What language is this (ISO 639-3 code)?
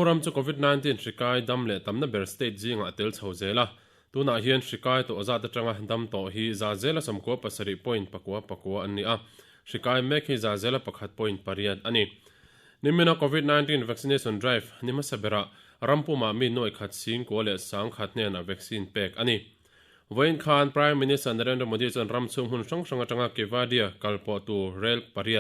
lus